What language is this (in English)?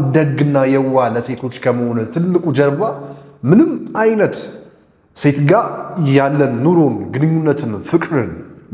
Amharic